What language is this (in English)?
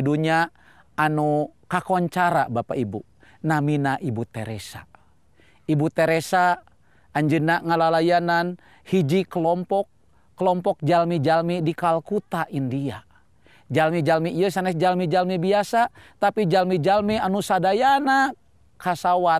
Sundanese